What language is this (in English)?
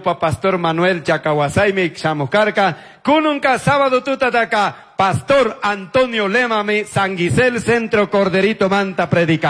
Chimborazo Highland Quichua